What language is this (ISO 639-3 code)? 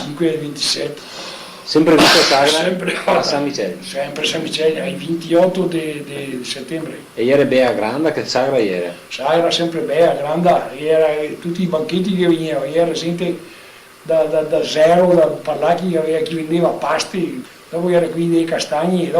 vec